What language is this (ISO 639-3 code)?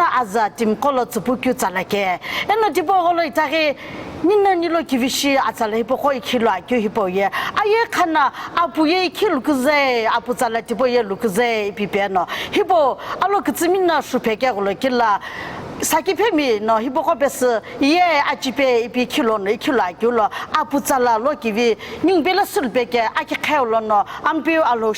nsm